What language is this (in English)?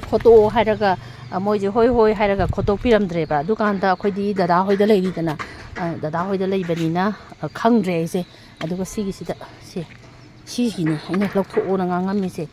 Manipuri